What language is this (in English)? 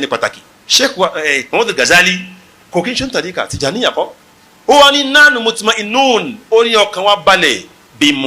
Yoruba